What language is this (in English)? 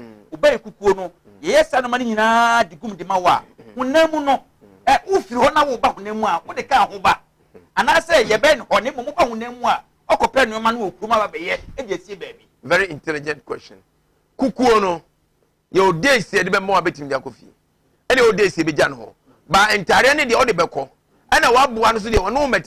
Akan